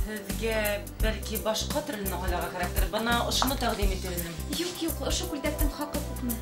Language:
Bashkir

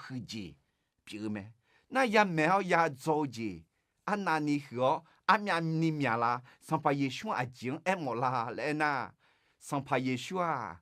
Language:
Akha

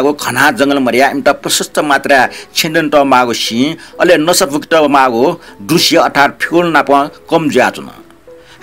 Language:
Newari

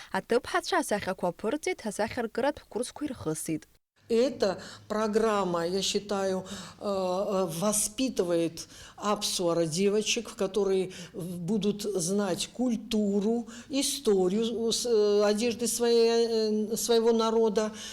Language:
Abkhazian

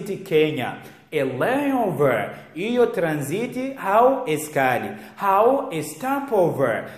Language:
Ngazidja Comorian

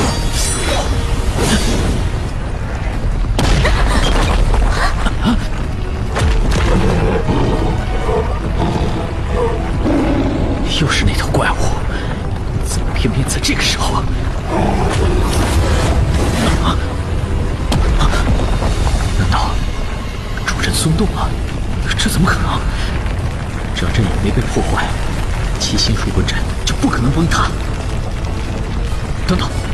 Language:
Chinese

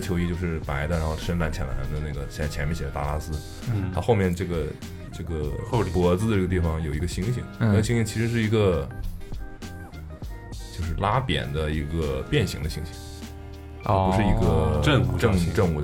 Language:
Chinese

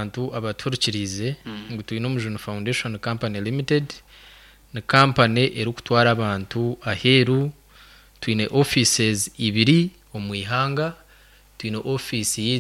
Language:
Nyankole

